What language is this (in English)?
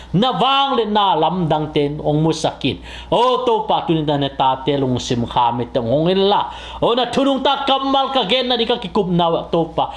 Tedim Chin